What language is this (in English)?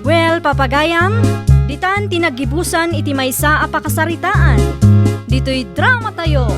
Iloko